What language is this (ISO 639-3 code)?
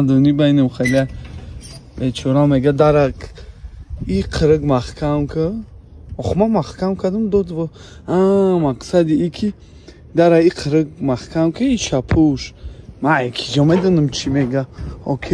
tgk